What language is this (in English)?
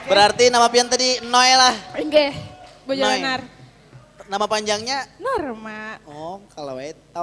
Banjar